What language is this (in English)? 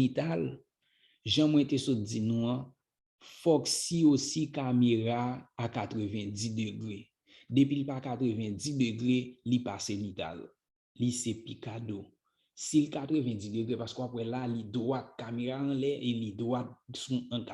Haitian Creole